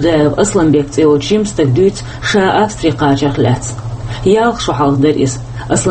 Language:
Chechen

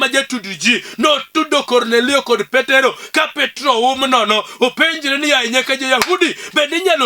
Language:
Luo (Kenya and Tanzania)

